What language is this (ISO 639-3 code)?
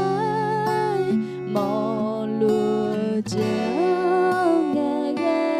ahk